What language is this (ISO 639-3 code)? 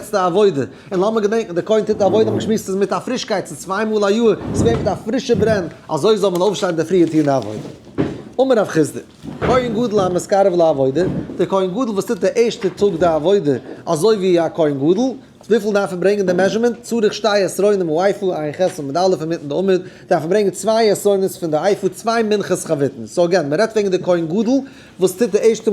yid